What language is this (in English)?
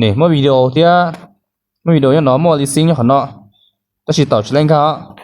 Hmong